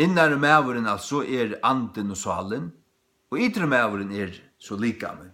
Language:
Faroese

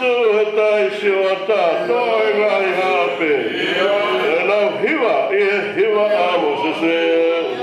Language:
Tongan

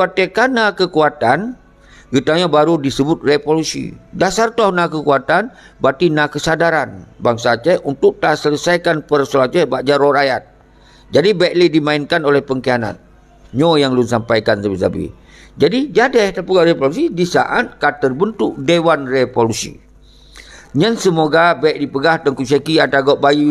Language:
Achinese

